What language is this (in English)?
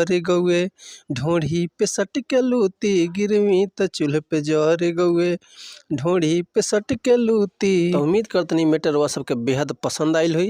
Bhojpuri